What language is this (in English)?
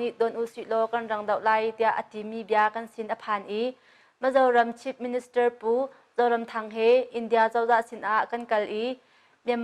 Hakha Chin